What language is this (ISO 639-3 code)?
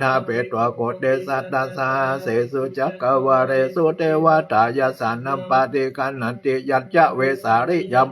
pli